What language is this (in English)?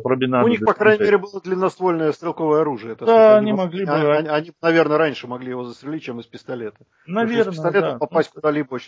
Russian